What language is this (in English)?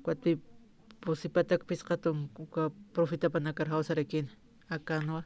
Aymara